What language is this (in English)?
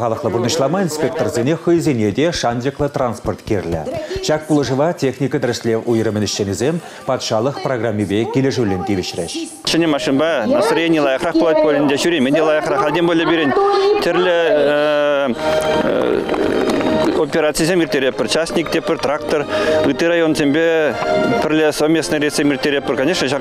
Chuvash